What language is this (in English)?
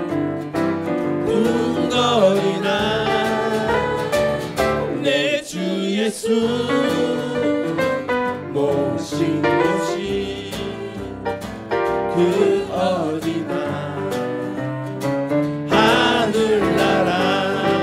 Korean